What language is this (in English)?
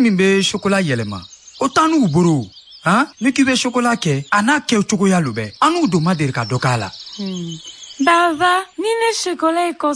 Bambara